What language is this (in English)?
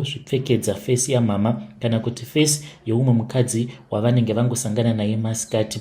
Shona